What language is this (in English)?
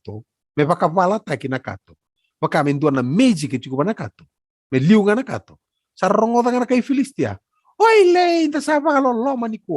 Fijian